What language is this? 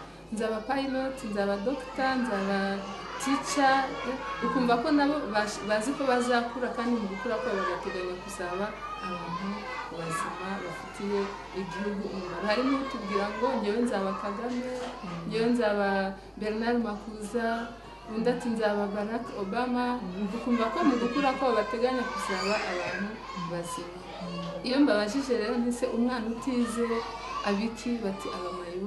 Kinyarwanda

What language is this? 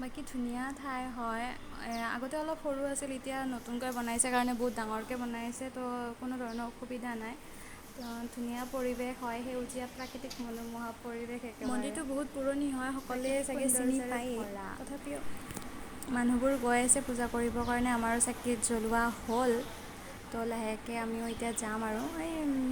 Assamese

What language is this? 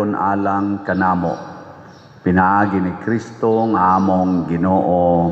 Cebuano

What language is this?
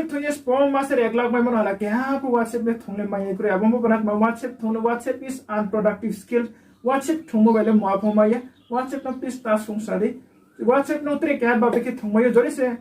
Riang (India)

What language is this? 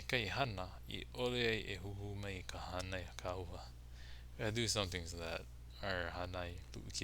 Hawaiian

